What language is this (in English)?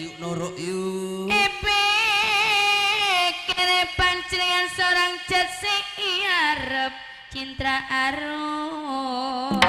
Madurese